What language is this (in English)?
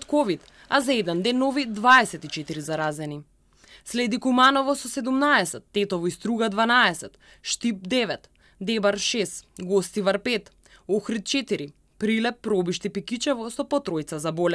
Macedonian